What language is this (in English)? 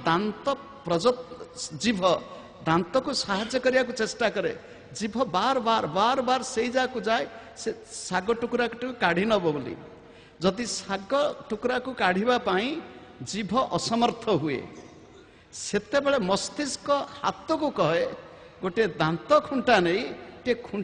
Odia